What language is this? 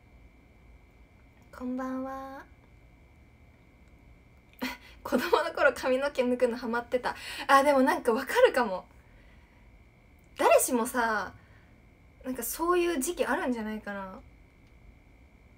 Japanese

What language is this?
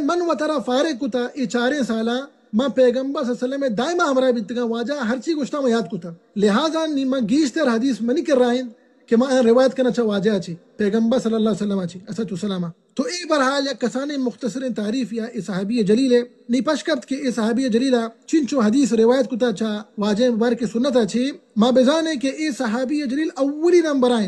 Baluchi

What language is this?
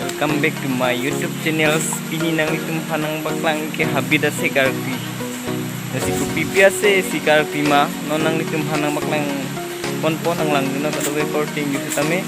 Karbi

